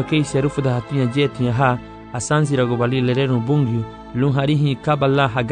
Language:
Garifuna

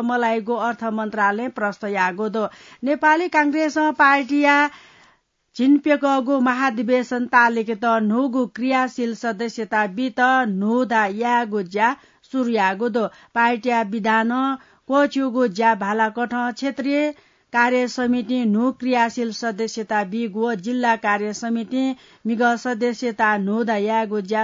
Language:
Newari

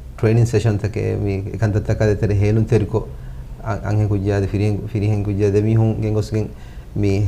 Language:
Divehi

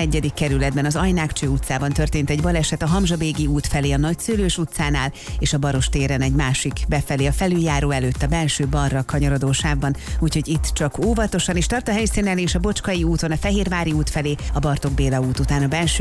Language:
Hungarian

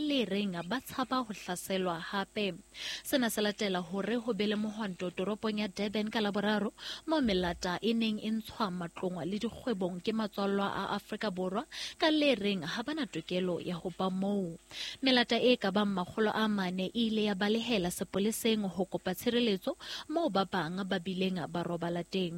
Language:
Southern Sotho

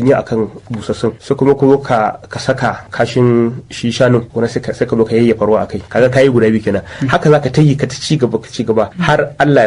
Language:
Hausa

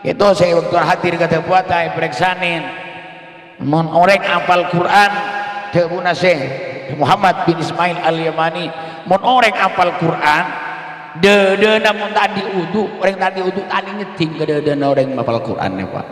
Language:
Madurese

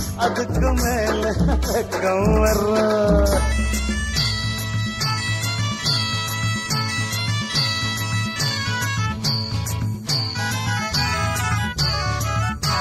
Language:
Tamil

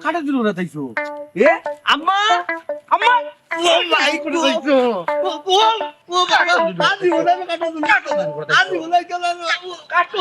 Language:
Sylheti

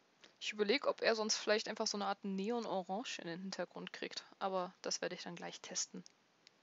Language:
German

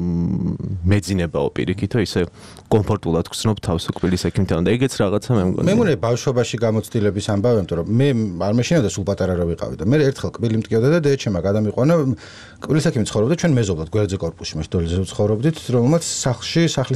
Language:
Georgian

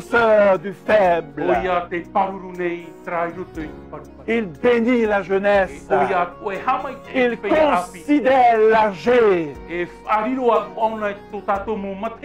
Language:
Tahitian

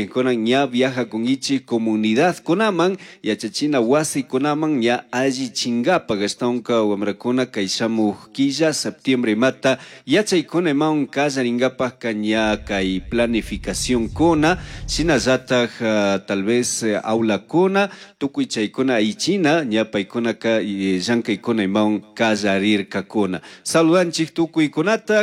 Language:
Chimborazo Highland Quichua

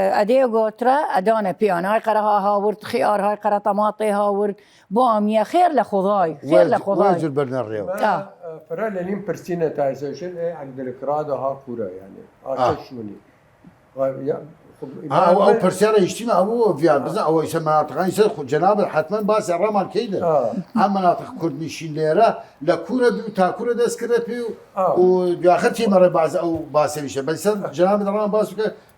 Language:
Southern Kurdish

